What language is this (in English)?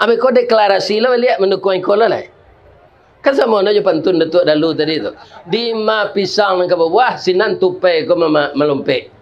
Minangkabau